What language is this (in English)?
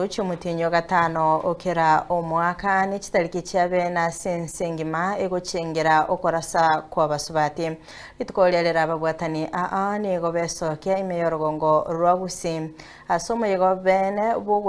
Gusii